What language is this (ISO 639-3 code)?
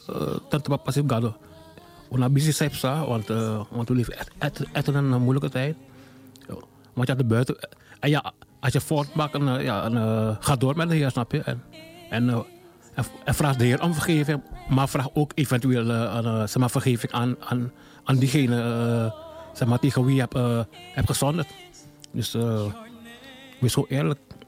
nld